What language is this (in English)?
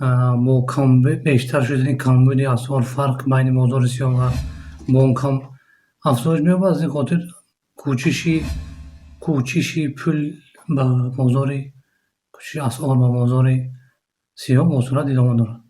Tajik